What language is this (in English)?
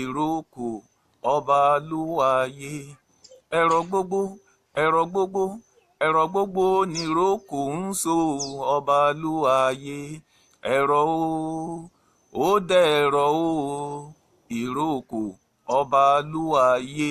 Yoruba